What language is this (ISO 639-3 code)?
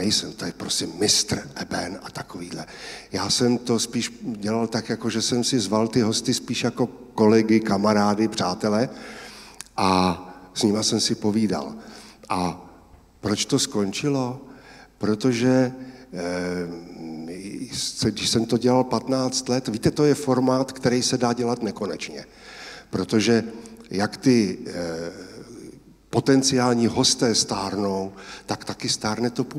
ces